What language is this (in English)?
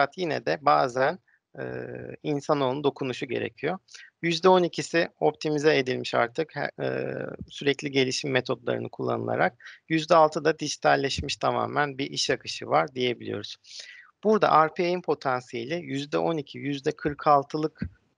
Turkish